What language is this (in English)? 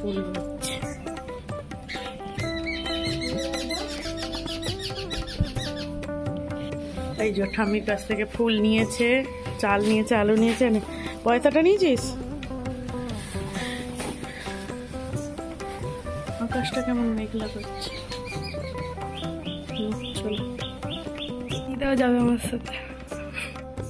Bangla